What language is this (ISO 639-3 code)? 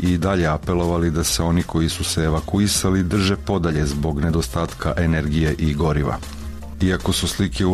srp